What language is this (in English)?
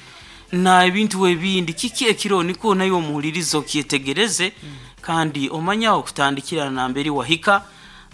Nyoro